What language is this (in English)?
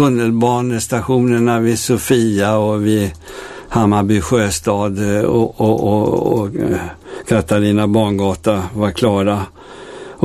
Swedish